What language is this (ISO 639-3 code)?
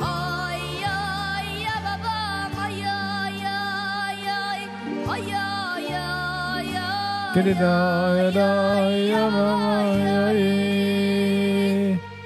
yid